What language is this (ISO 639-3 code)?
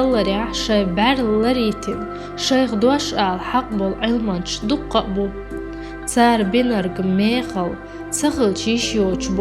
che